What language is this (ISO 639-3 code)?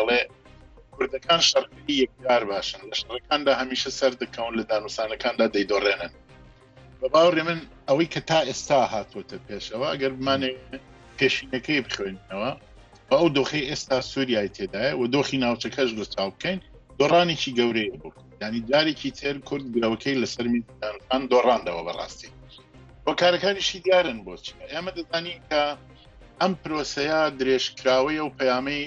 ckb